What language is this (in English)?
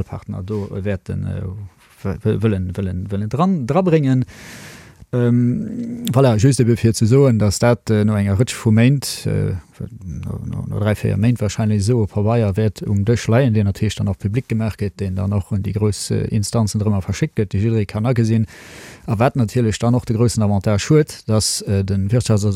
Luxembourgish